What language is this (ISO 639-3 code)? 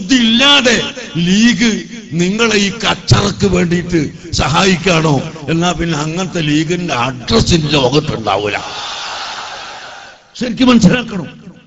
mal